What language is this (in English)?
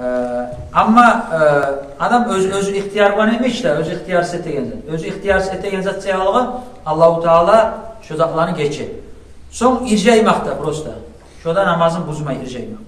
Kumyk